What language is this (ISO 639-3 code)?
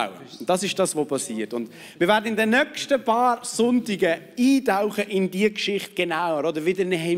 gsw